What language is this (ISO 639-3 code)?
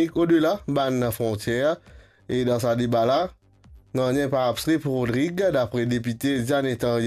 mfe